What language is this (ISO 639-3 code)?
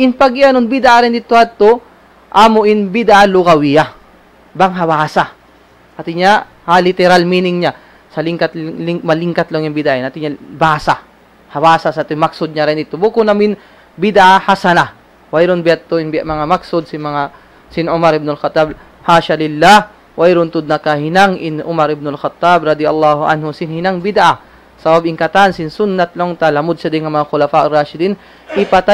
tsg